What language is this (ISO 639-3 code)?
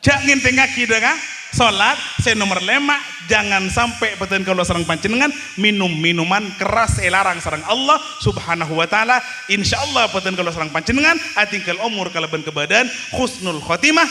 mad